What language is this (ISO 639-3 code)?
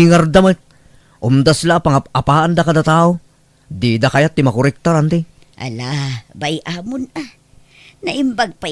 ilo